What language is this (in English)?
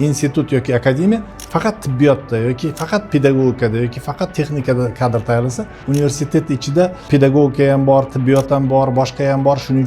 Uzbek